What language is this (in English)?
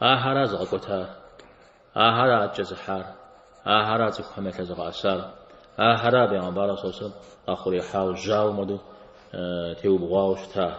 Kabardian